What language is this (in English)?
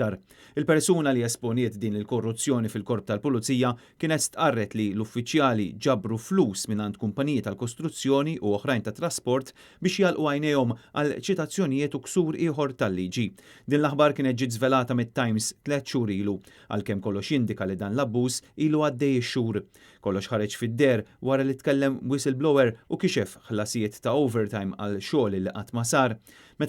Maltese